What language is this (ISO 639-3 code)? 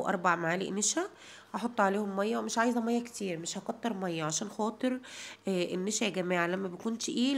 arz